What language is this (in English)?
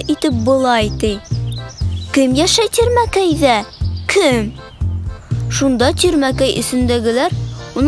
Bashkir